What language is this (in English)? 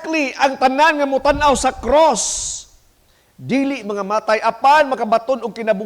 Cebuano